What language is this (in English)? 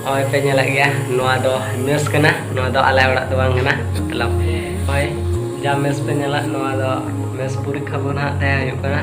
Santali